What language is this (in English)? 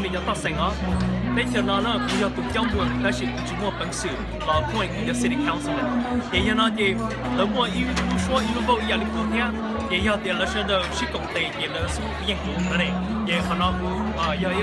Hmong